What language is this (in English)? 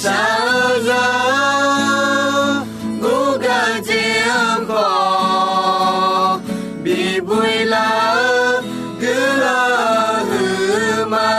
Akha